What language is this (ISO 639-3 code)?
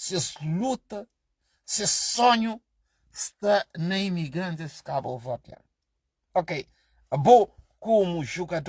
kea